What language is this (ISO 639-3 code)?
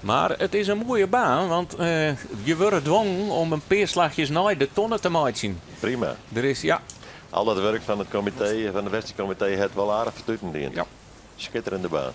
fry